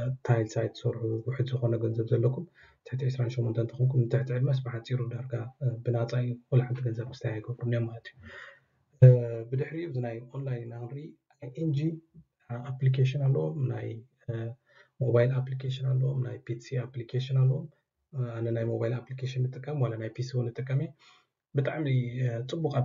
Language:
Tigrinya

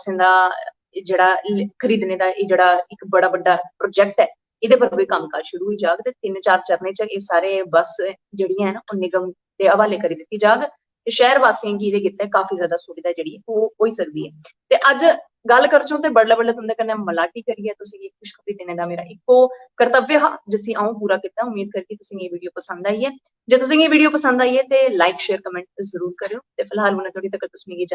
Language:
Dogri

